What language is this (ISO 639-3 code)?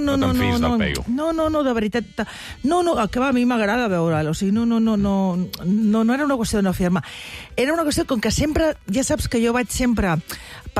cat